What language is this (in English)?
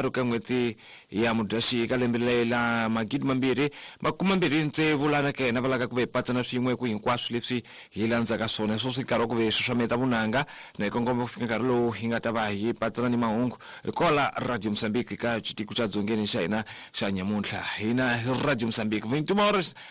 Tsonga